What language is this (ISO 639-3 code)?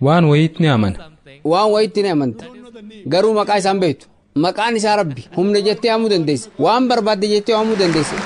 orm